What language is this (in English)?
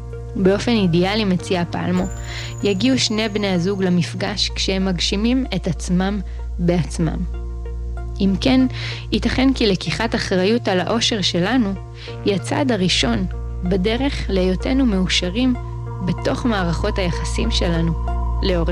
Hebrew